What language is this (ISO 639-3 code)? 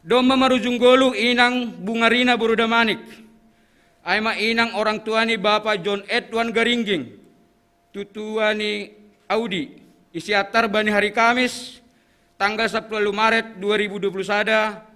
bts